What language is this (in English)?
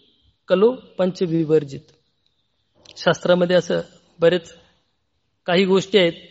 Marathi